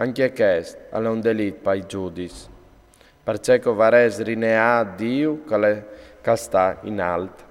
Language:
Friulian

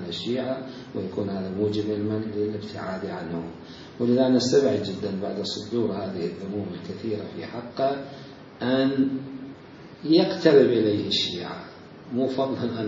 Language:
Mesopotamian Arabic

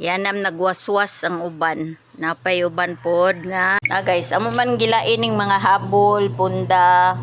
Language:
Cebuano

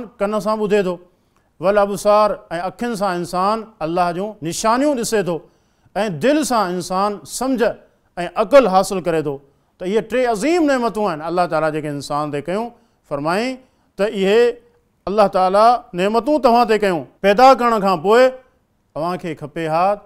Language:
Sindhi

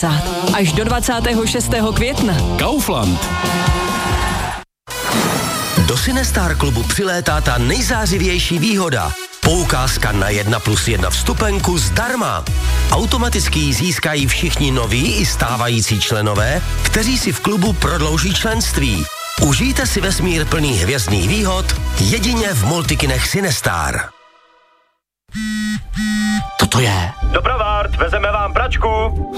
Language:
Czech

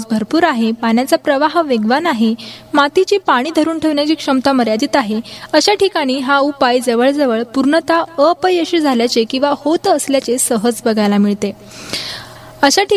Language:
Marathi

